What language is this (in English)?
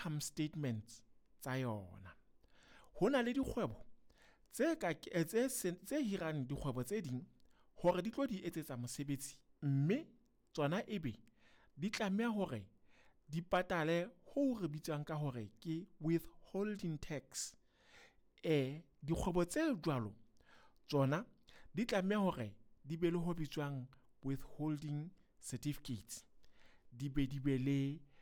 Southern Sotho